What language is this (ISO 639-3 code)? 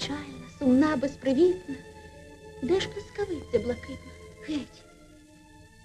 ukr